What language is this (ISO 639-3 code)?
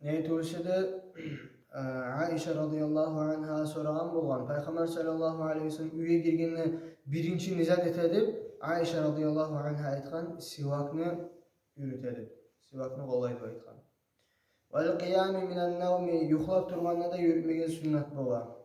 kum